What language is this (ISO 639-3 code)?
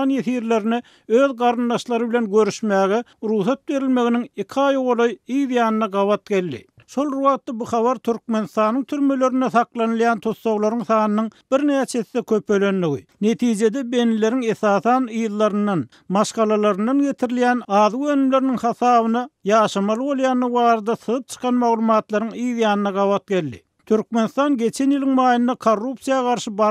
tuk